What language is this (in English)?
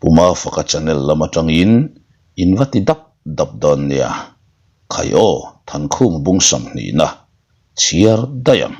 Mizo